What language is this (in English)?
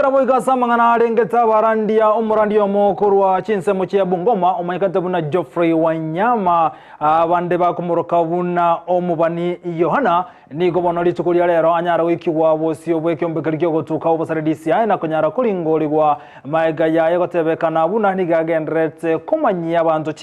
Gusii